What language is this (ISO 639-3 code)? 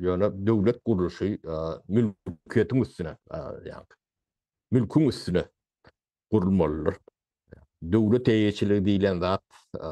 tuk